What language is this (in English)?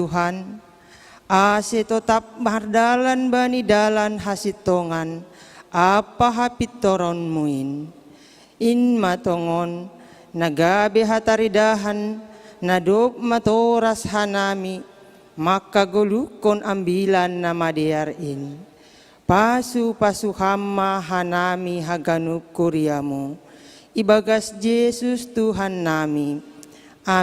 Batak Simalungun